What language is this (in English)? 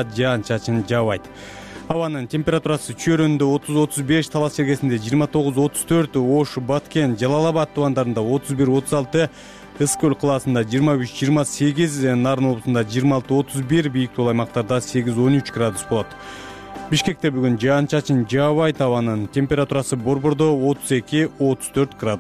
Kyrgyz